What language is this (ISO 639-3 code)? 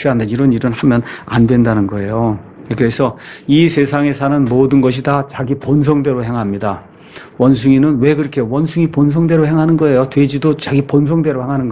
kor